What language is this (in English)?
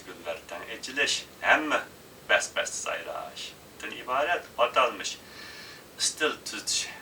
Uyghur